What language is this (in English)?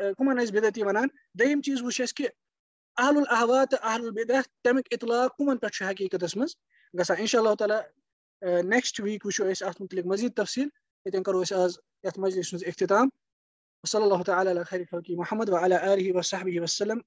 Kashmiri